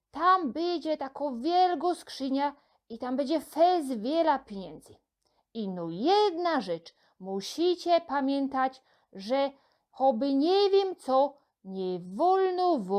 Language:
Silesian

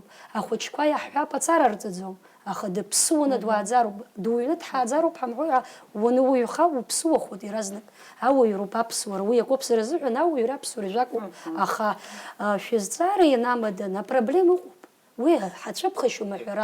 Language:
Abkhazian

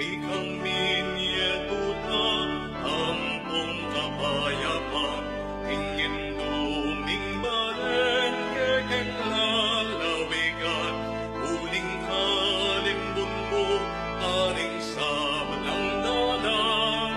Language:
Pampanga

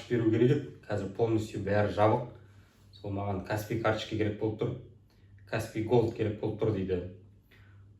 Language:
Kazakh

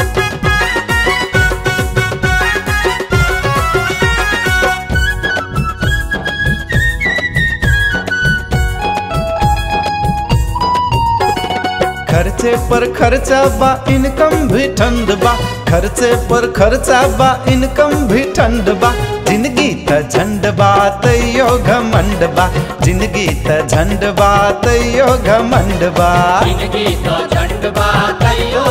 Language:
Bhojpuri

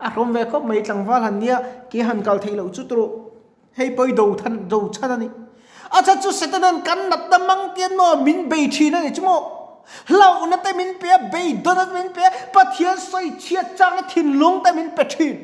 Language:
Mizo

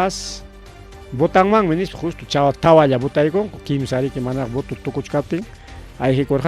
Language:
Ayacucho Quechua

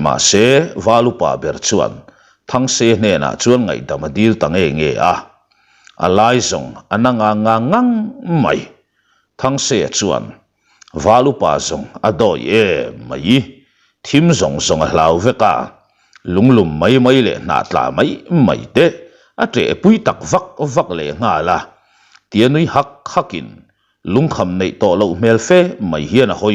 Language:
Mizo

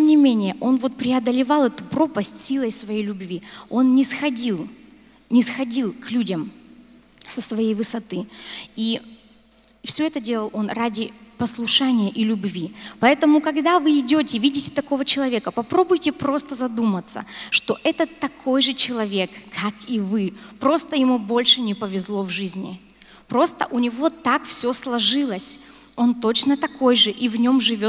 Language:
Russian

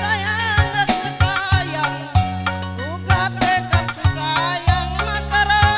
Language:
Batak Karo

